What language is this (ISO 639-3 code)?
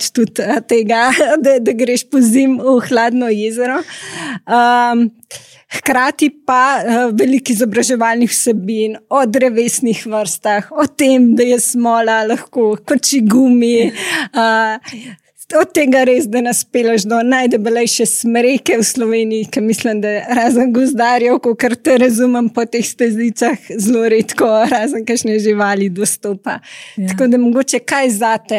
slv